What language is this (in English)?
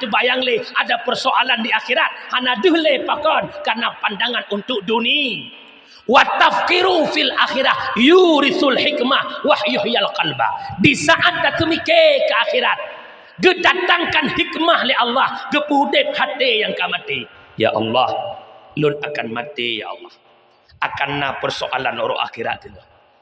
Achinese